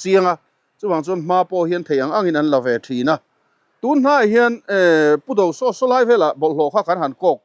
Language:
Mizo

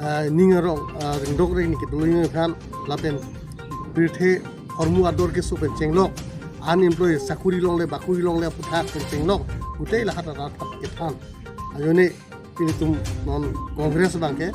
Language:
Karbi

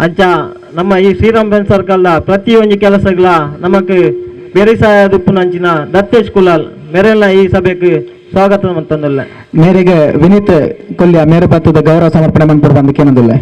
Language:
Tulu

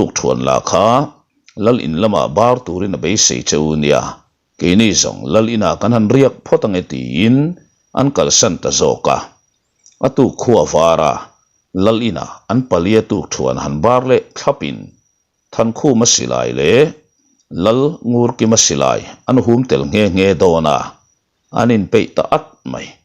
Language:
Mizo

